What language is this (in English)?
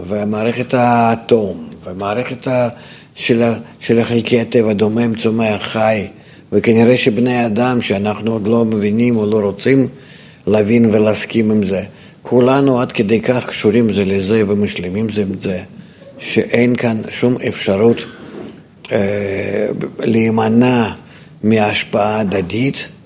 Hebrew